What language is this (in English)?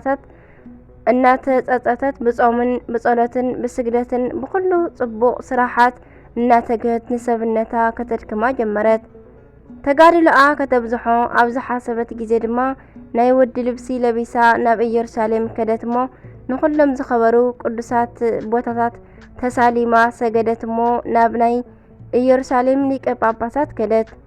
Tigrinya